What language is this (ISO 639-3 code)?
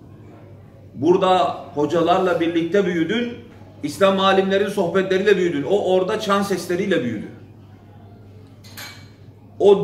tur